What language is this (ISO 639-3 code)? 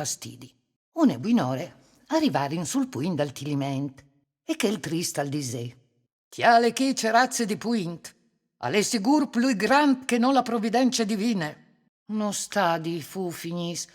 fur